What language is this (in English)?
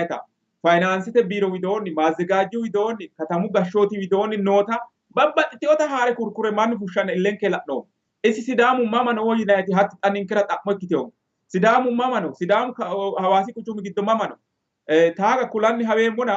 Sidamo